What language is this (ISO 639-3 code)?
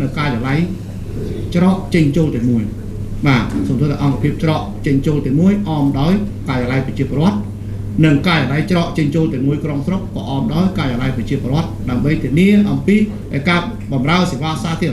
khm